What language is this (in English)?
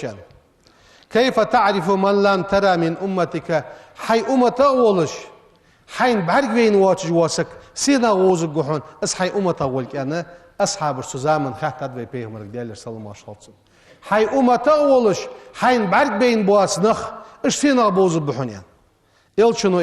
Ingush